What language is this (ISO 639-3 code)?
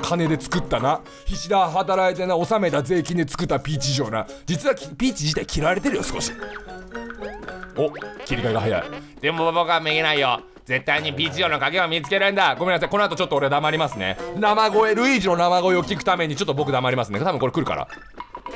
jpn